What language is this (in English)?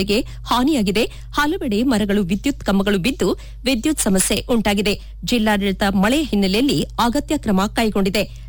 Kannada